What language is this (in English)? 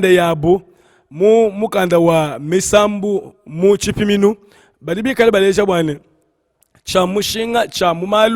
Luba-Lulua